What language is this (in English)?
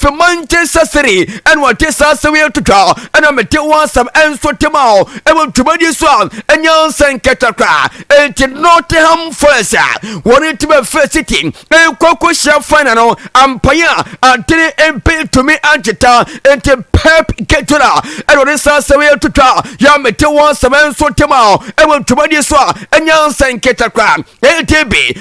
Akan